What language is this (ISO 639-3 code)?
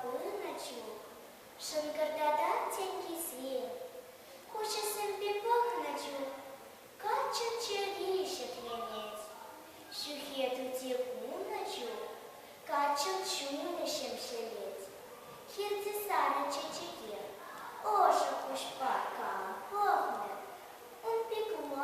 chv